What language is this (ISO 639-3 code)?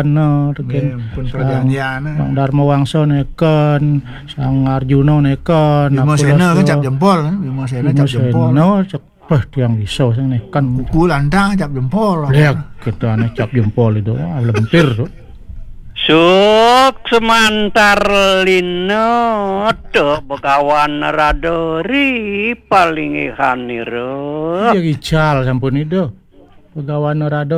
ban